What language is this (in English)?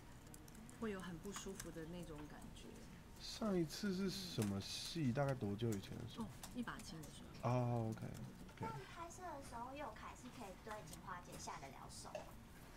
Chinese